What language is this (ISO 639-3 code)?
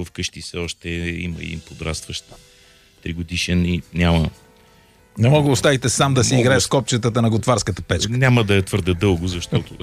bul